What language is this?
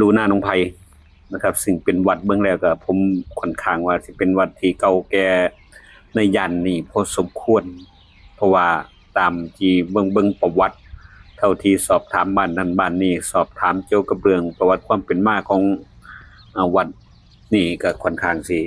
Lao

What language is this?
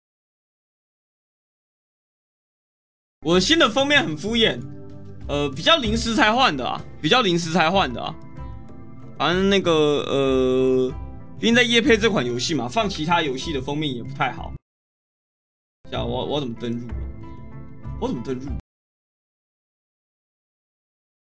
Chinese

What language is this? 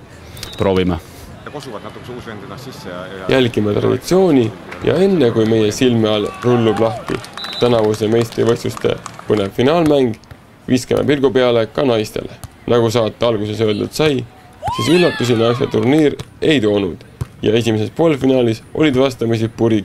Estonian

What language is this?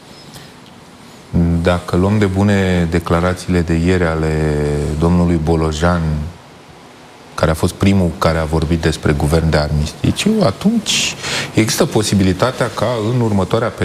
Romanian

